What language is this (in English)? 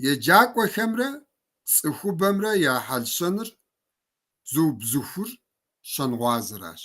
Kabardian